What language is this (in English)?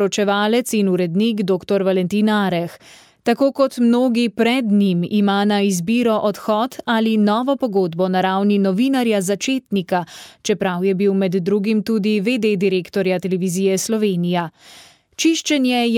Slovenian